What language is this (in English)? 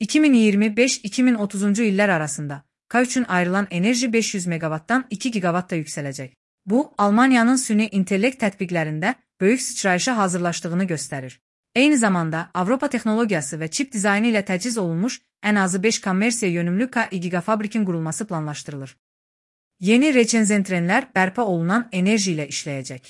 Azerbaijani